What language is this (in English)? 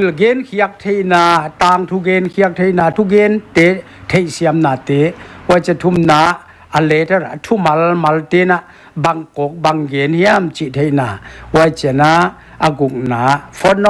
Paite Chin